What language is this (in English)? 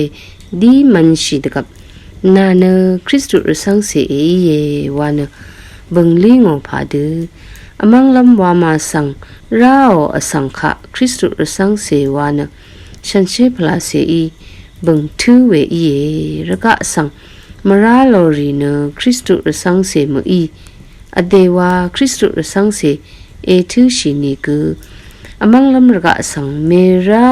Rawang